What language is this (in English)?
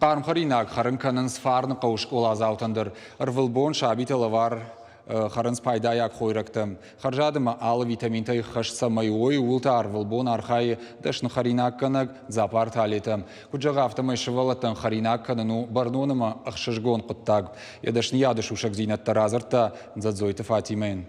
Ossetic